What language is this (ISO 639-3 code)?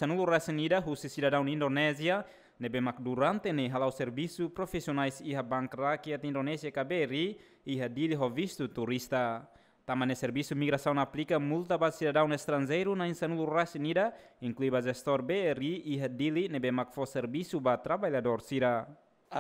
tet